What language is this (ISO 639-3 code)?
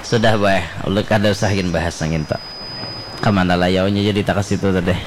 bjn